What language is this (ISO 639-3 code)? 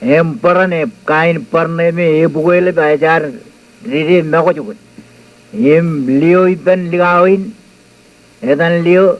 mah